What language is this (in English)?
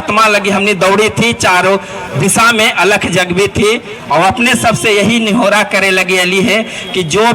Magahi